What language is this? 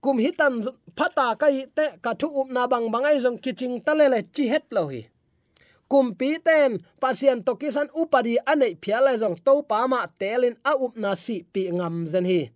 Tedim Chin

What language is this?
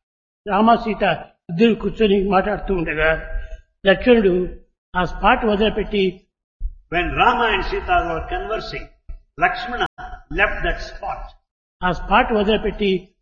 Telugu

